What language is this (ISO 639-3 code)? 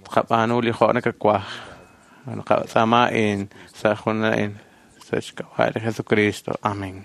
kek